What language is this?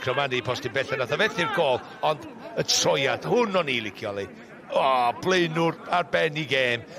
Welsh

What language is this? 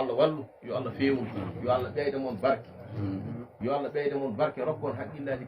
Fula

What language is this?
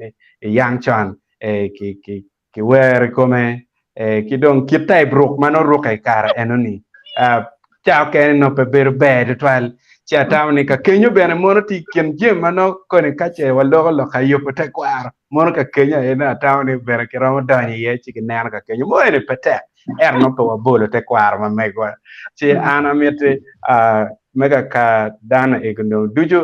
Acoli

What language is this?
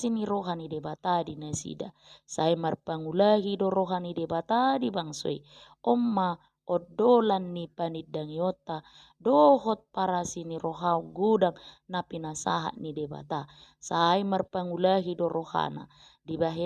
Batak Toba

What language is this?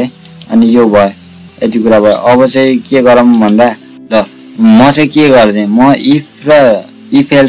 Nepali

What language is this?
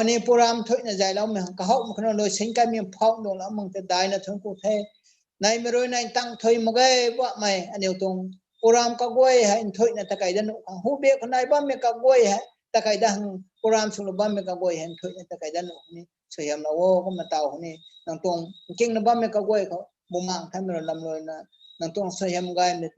Rongmei Naga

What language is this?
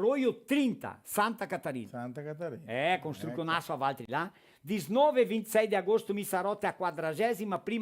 Venetian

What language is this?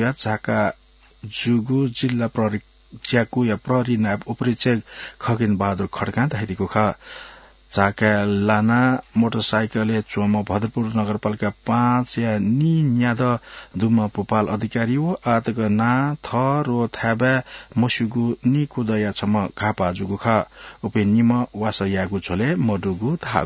Newari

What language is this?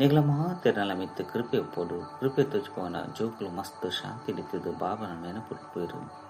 Tulu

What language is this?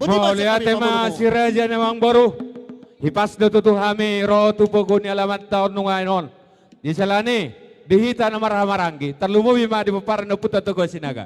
Batak Toba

